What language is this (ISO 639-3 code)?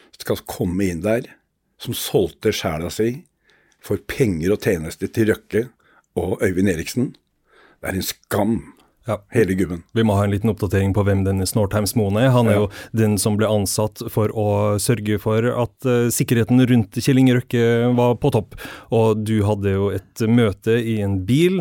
nor